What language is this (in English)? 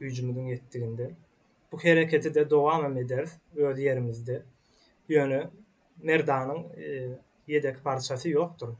Turkmen